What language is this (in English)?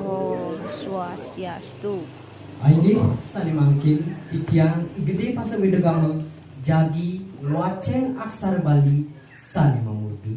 Balinese